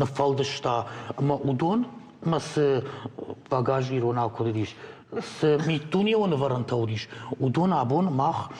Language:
Ossetic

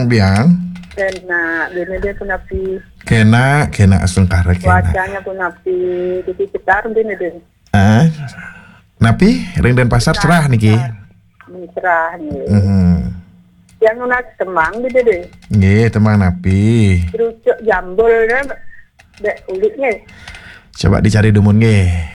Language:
Balinese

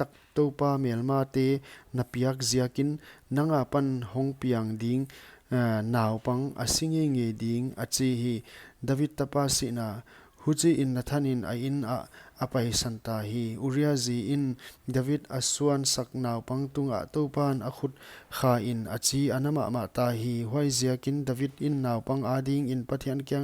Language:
Paite Chin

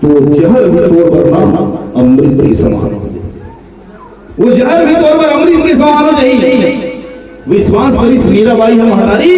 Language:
Chhattisgarhi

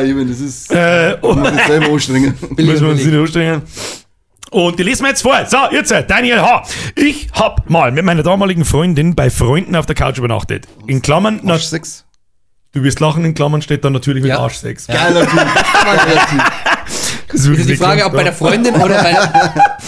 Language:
Bavarian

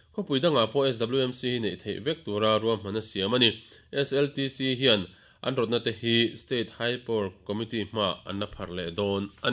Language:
Mizo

